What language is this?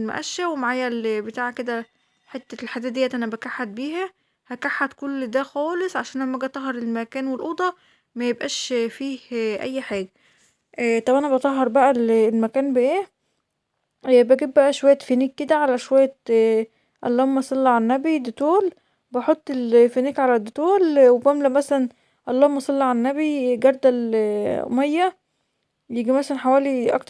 Egyptian Arabic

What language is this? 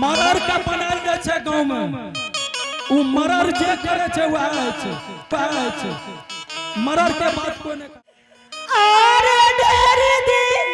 Angika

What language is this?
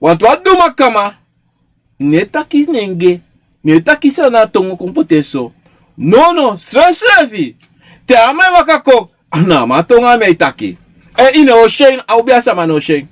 Sranan Tongo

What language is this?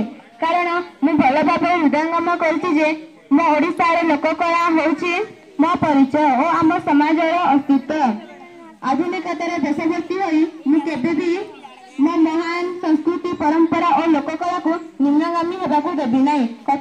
Odia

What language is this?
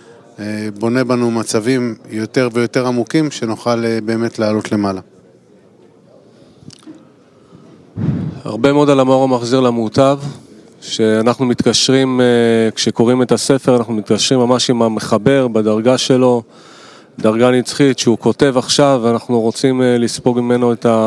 Hebrew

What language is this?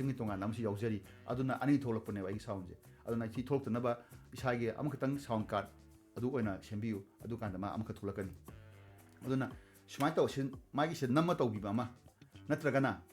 Manipuri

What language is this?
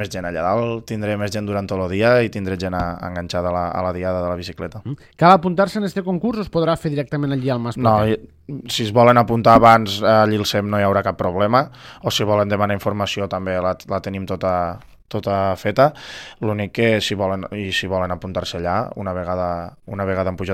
Catalan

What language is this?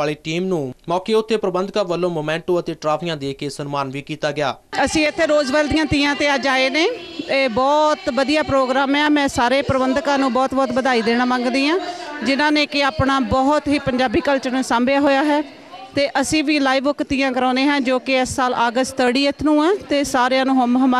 Punjabi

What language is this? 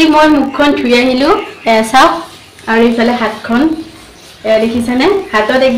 Assamese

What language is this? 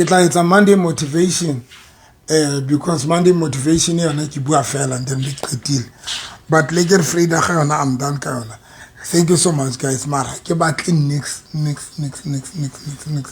Southern Sotho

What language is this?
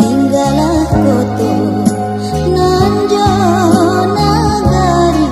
Minangkabau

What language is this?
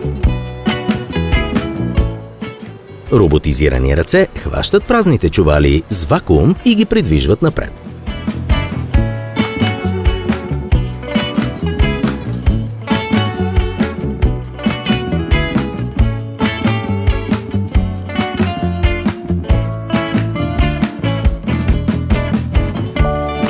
Bulgarian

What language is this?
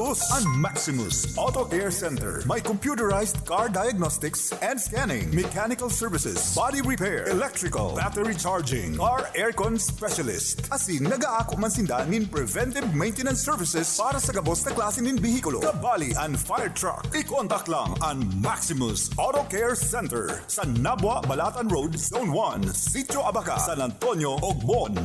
Bikol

